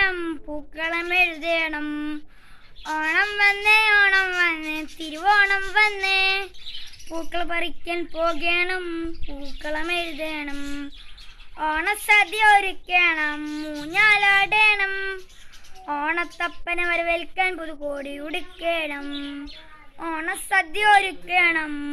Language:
Malayalam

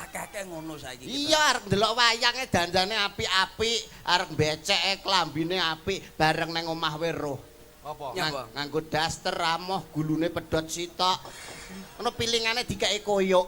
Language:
Javanese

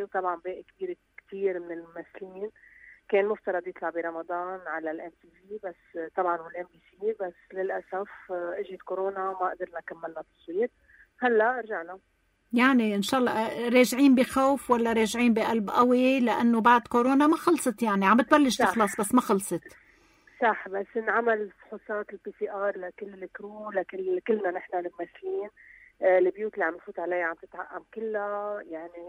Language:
North Levantine Arabic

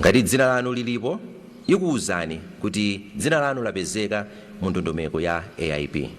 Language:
Nyanja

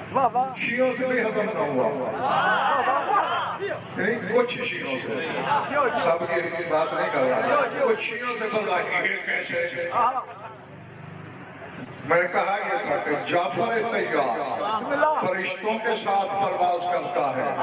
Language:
Urdu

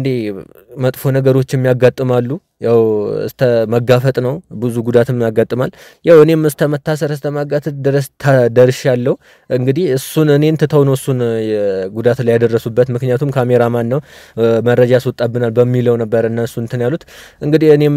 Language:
Amharic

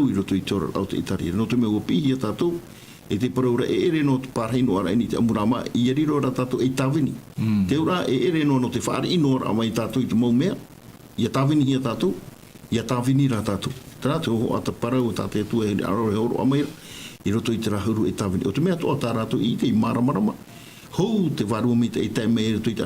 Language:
Tahitian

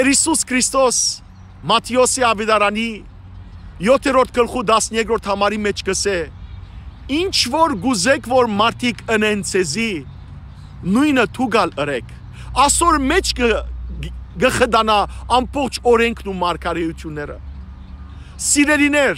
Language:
Western Armenian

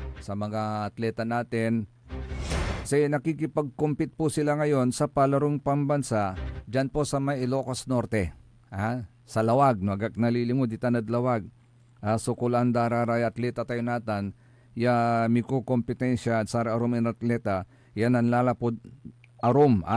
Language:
Pangasinan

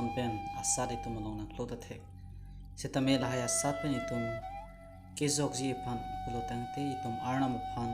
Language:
Karbi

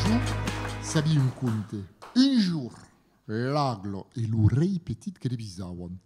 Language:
Occitan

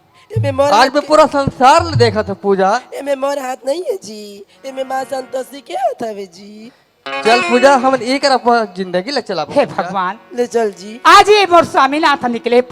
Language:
Chhattisgarhi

